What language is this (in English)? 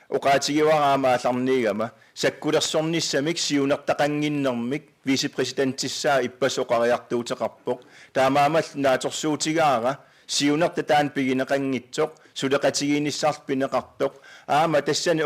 Kalaallisut